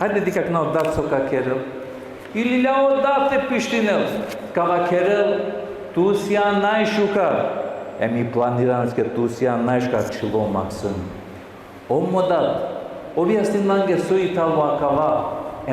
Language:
Balkan Romani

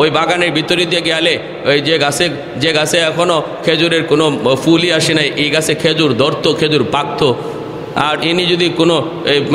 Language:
Bangla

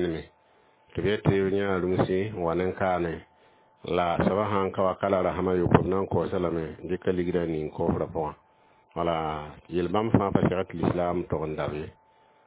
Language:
Mossi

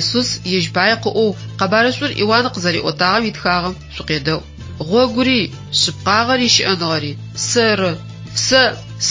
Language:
Adyghe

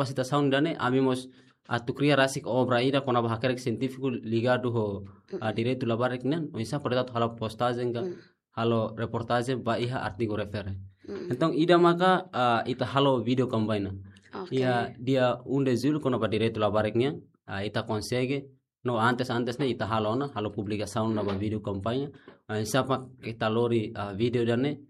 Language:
Tetum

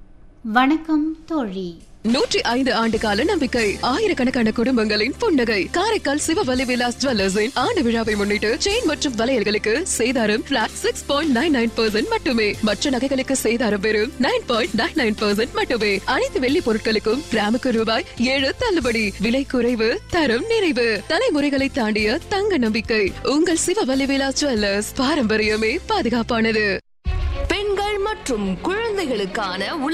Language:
Tamil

